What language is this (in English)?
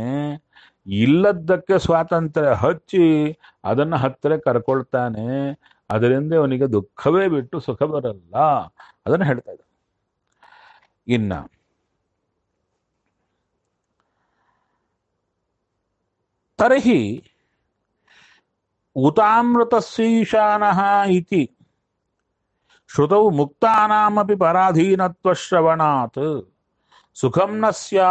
Kannada